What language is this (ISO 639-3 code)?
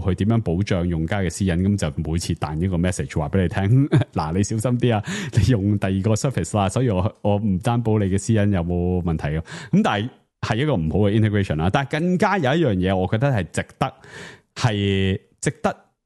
yue